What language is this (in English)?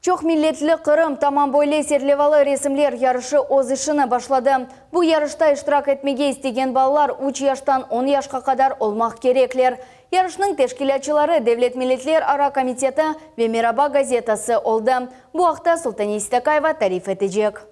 Crimean Tatar